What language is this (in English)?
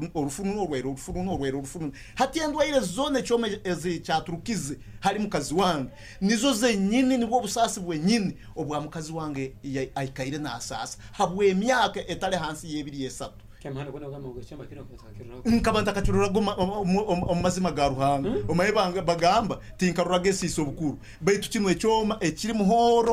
Nyoro